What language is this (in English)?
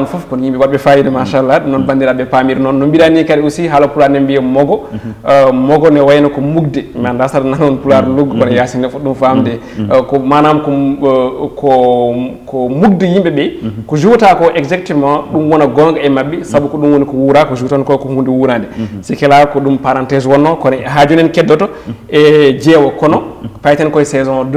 Fula